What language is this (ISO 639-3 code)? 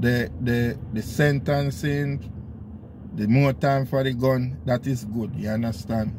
jam